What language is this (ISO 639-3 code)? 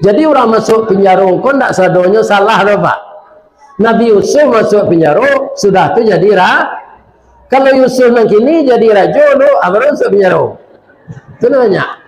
min